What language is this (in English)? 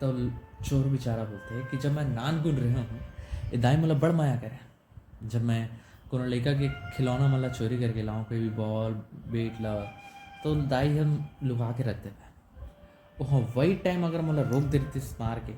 Chhattisgarhi